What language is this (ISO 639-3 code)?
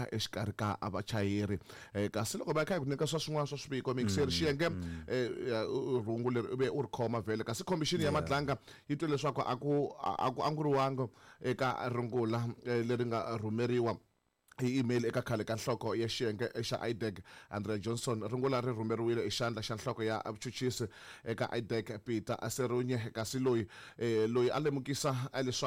tso